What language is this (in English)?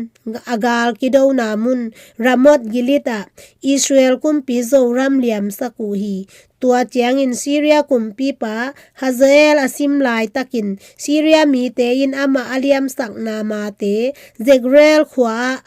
Tedim Chin